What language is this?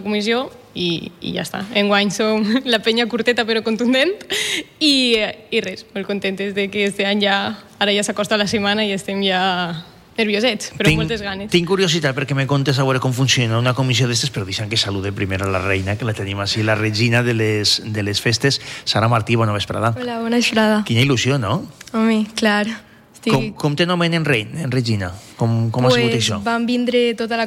Catalan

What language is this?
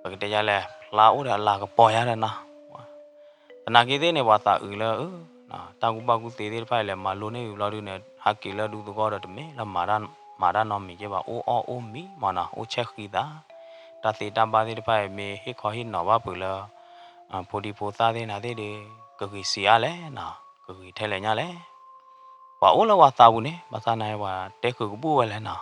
S'gaw Karen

